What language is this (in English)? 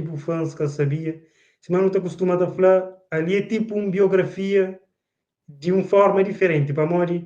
Kabuverdianu